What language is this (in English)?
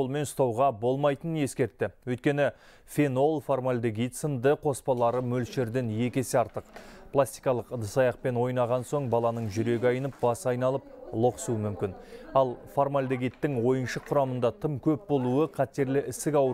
Kazakh